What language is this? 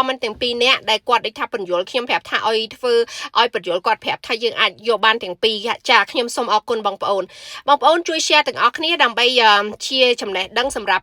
Khmer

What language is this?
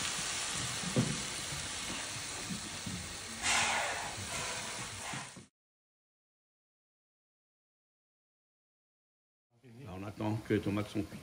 Réunion Creole French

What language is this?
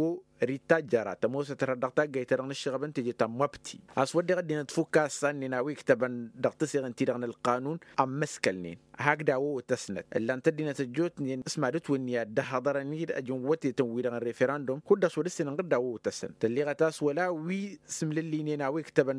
Tamasheq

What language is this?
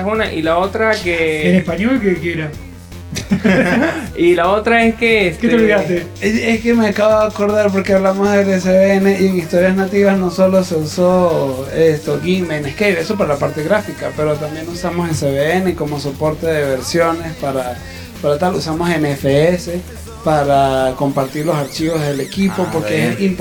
Spanish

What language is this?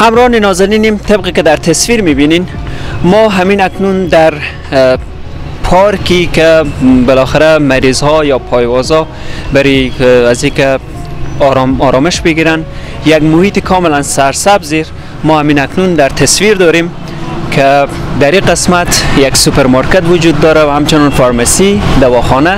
Persian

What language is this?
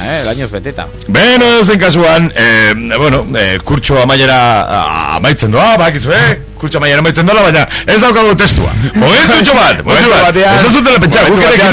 Basque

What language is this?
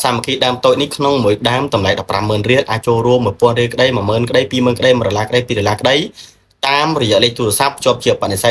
Khmer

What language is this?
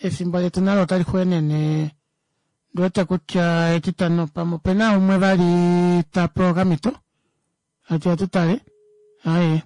Kuanyama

